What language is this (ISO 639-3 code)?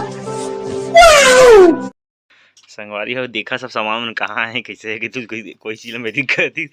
hne